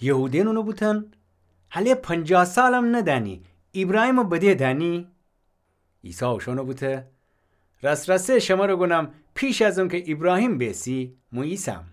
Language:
Gilaki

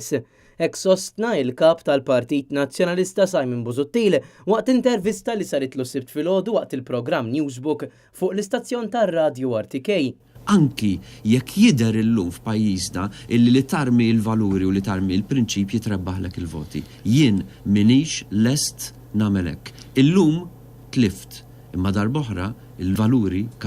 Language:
Maltese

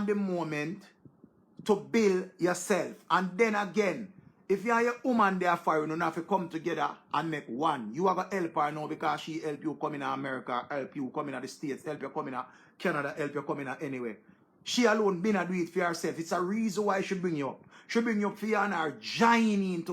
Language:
Jamaican Creole English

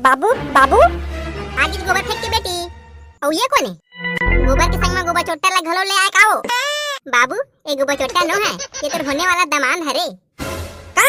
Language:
Chhattisgarhi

